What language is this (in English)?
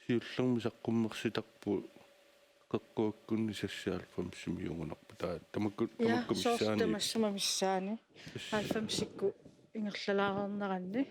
Kalaallisut